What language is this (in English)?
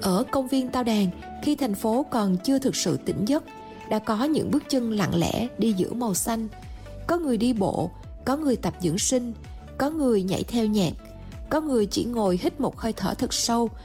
Vietnamese